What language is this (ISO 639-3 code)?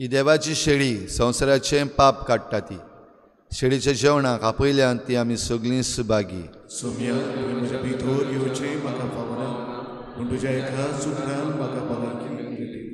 kok